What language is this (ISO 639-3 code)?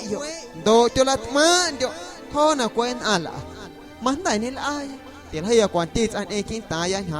amu